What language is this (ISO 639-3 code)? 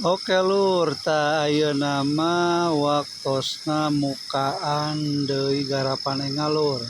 sun